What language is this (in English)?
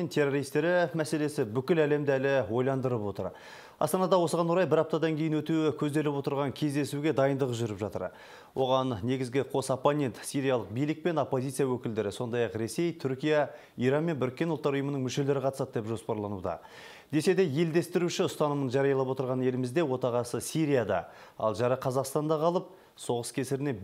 Kazakh